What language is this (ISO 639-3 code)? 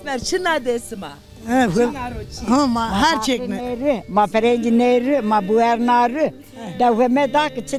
zza